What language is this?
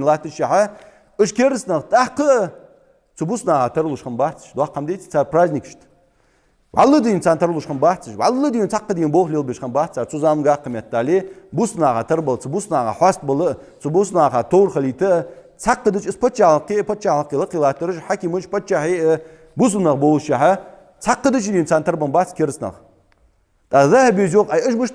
Ingush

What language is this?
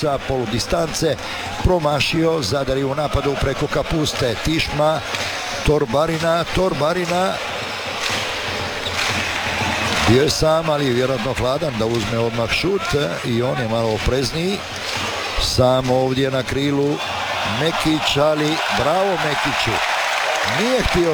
Croatian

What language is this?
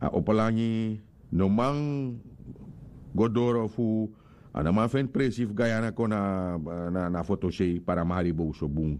Sranan Tongo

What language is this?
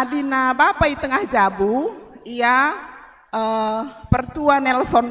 Batak Karo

